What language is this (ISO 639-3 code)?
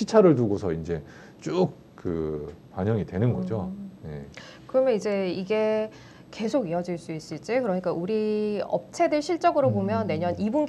kor